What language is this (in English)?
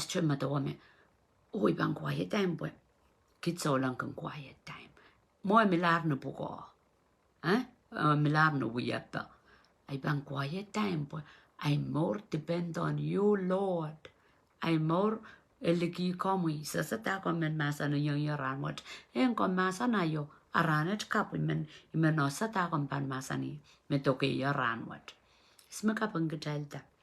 Pohnpeian